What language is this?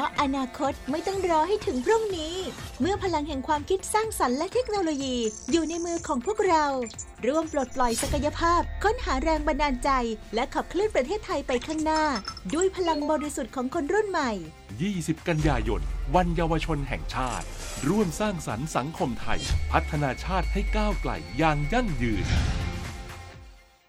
Thai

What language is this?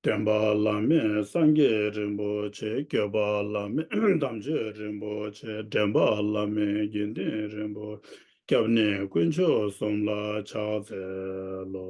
Tibetan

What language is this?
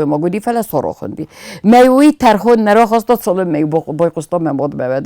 Ossetic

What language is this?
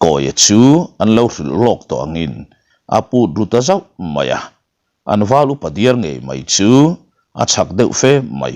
Mizo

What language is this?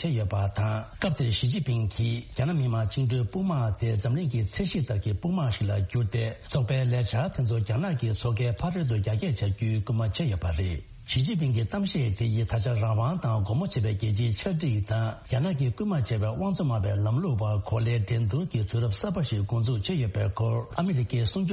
Tibetan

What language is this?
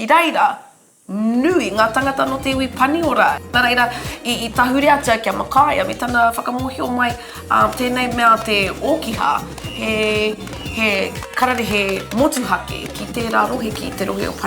Māori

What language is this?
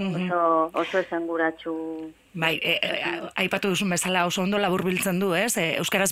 Basque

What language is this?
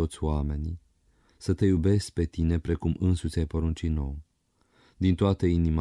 Romanian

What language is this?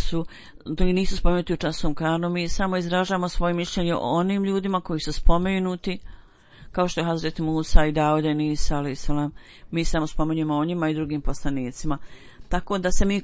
Bosnian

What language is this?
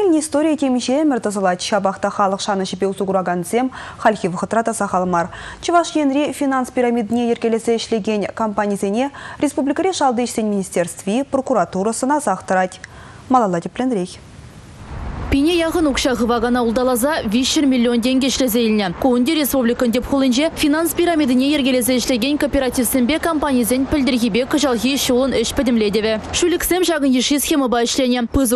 Chuvash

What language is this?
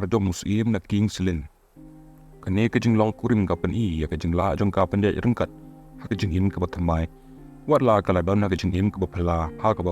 Khasi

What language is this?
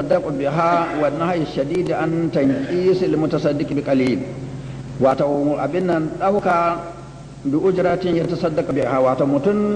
Hausa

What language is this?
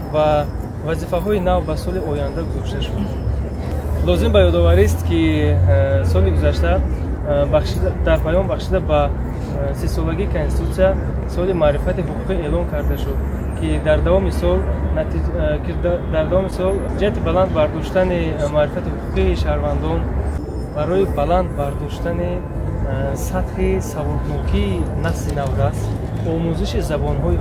Tajik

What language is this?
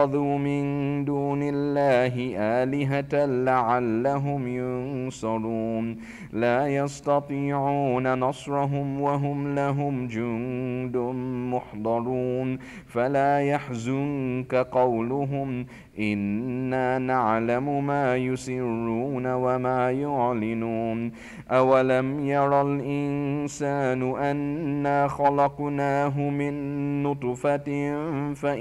Arabic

